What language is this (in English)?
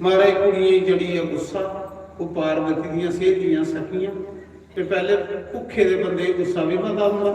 Dogri